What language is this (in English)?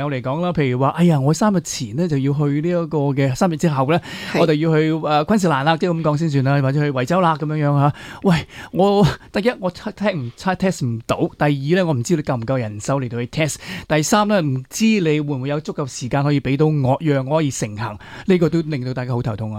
Cantonese